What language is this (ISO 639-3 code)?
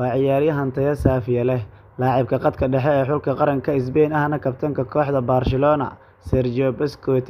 som